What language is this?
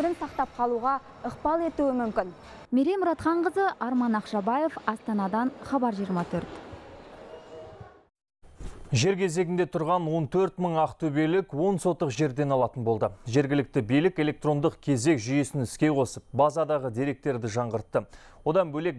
Kazakh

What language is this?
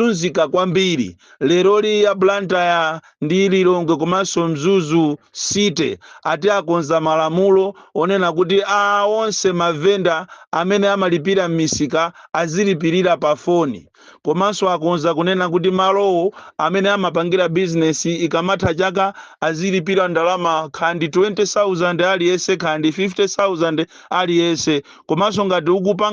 Nyanja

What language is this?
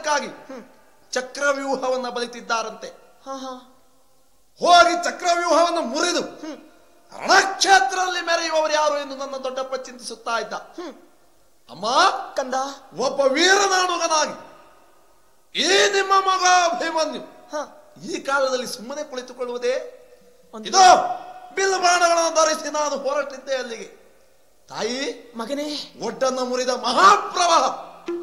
Kannada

